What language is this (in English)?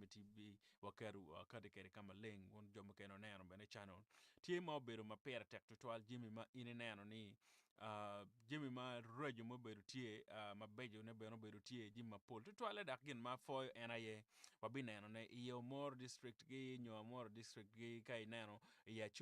Acoli